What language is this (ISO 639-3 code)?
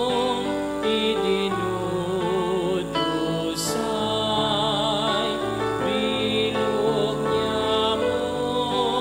bik